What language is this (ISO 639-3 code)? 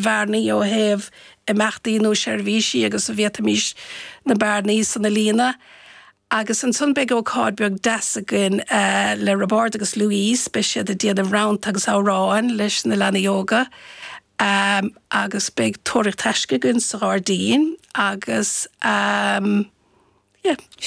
gle